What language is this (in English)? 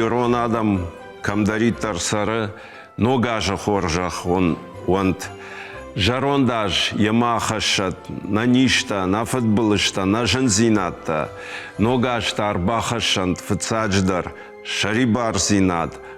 Ossetic